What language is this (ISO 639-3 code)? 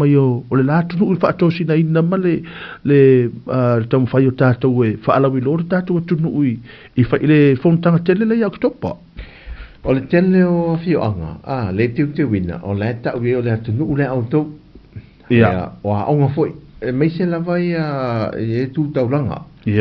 smo